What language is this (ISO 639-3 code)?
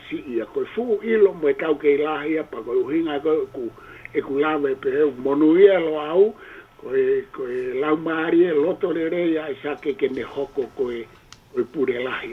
ton